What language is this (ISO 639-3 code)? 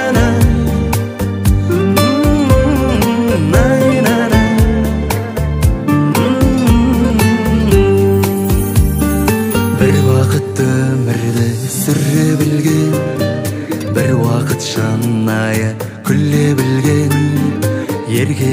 kaz